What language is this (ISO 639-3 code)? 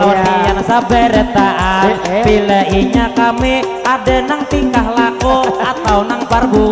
bjn